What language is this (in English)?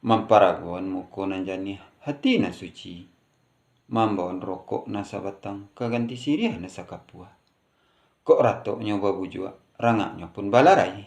Minangkabau